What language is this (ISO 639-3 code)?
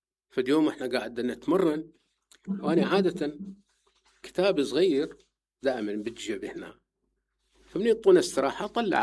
acm